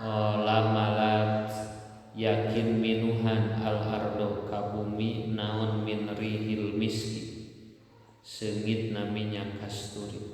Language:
Sundanese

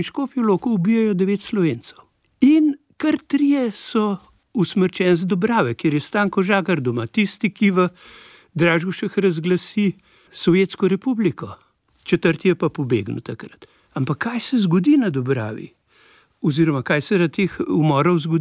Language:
Slovenian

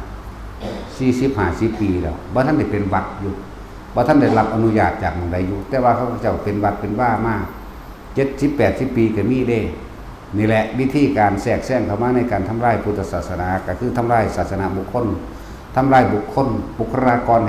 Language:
Northeastern Thai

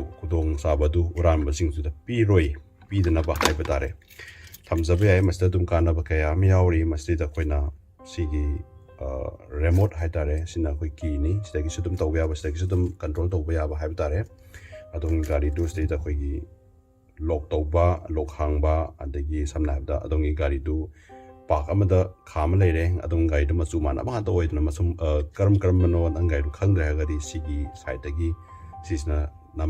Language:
Manipuri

